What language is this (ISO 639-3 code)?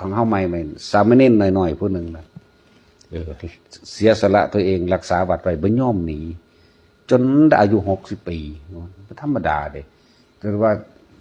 tts